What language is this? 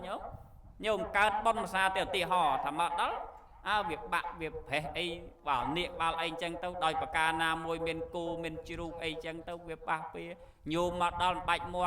Khmer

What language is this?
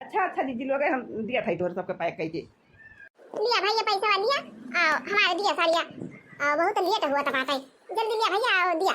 Awadhi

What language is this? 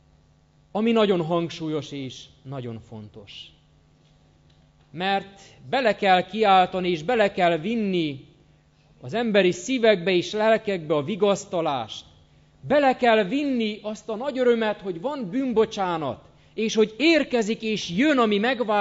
Hungarian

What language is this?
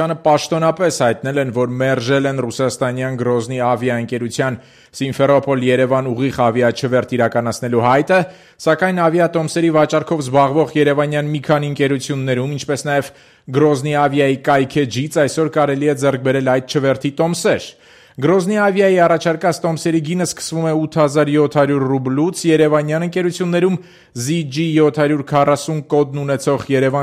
Armenian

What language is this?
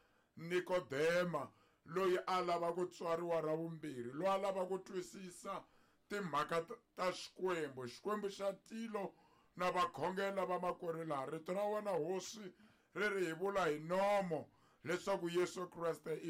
Tsonga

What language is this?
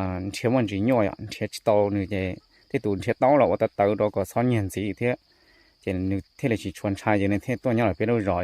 Hmong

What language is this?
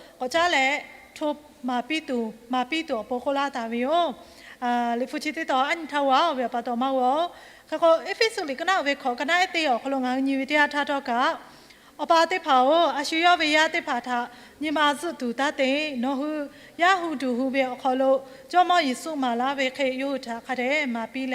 Lahu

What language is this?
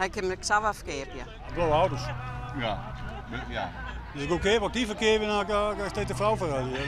Western Frisian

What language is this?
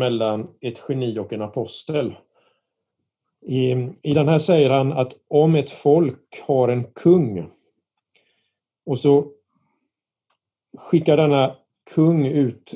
Swedish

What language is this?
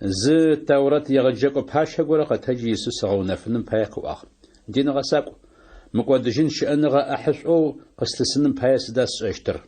Adyghe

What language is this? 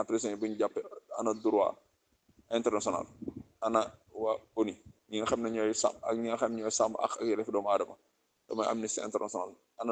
Wolof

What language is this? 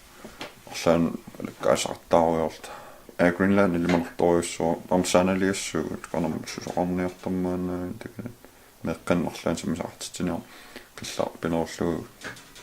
Kalaallisut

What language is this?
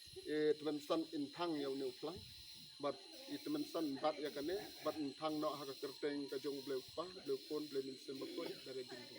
Khasi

